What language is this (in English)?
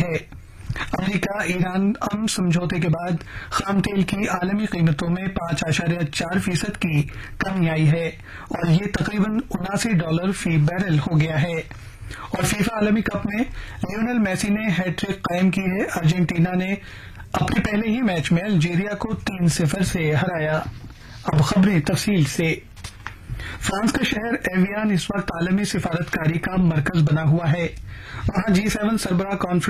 Urdu